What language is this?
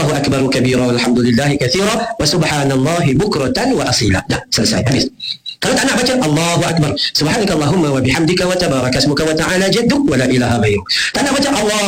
Malay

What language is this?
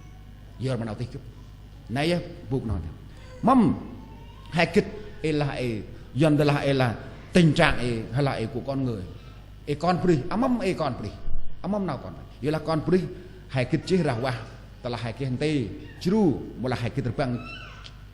Central Mnong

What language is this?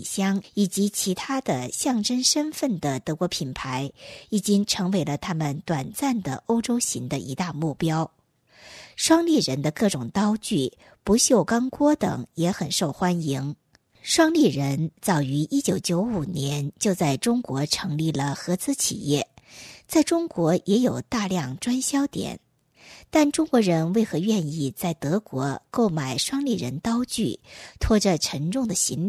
Chinese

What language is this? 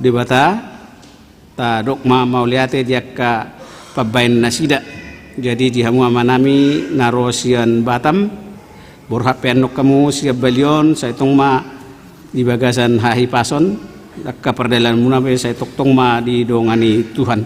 Batak Toba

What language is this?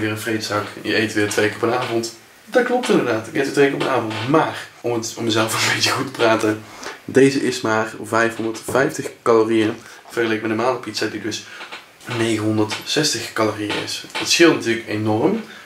Dutch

